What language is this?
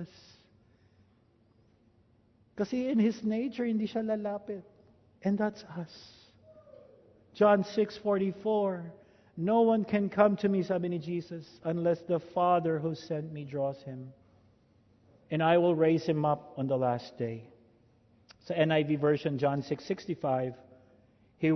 Filipino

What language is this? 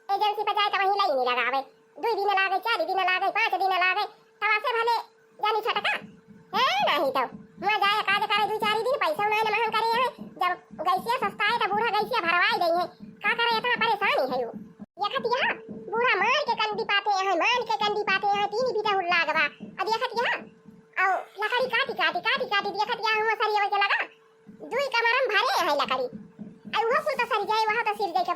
Awadhi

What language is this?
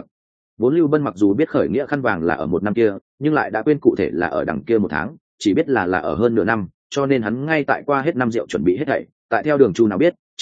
Vietnamese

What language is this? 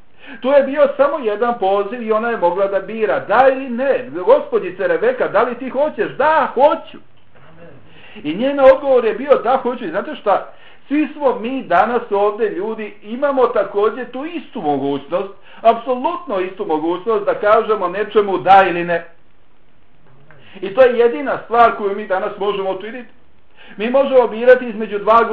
Bosnian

